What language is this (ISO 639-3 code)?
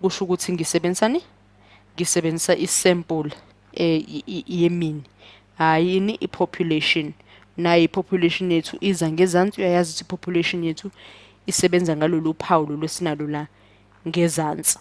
zul